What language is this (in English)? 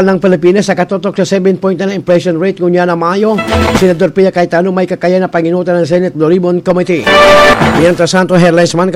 Bikol